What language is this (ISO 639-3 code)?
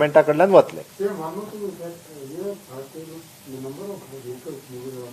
kok